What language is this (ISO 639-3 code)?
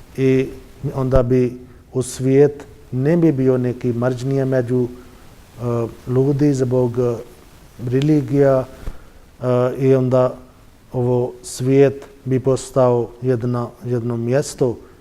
bos